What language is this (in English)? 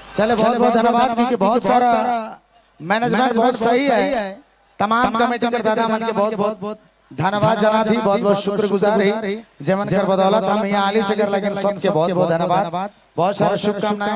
Sadri